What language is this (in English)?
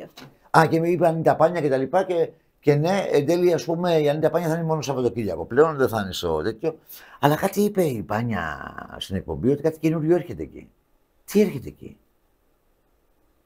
Greek